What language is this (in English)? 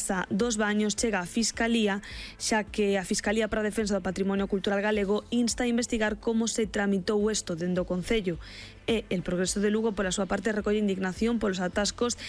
Galician